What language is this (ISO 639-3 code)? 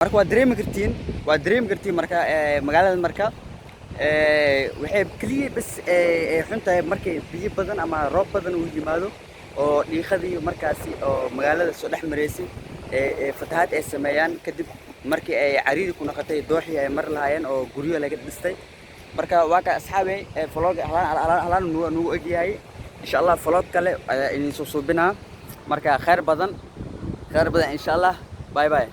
som